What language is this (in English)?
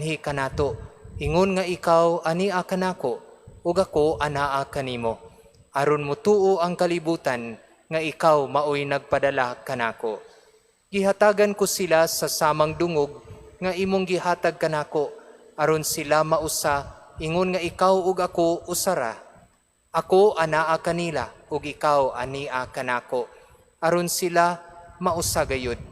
Cebuano